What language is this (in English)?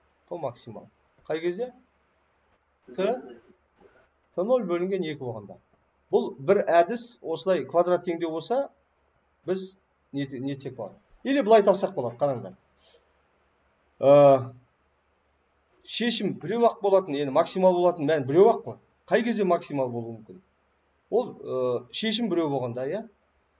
Kazakh